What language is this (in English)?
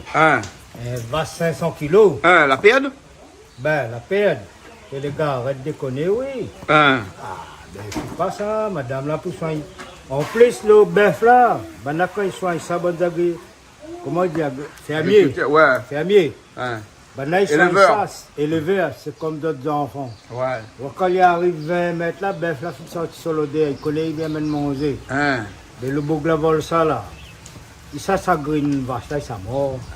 Réunion Creole French